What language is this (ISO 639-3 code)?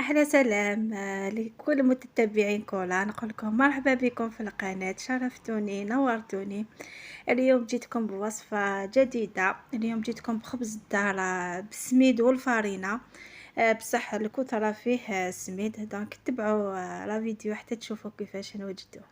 arq